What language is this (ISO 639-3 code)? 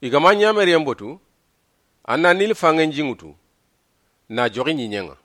snk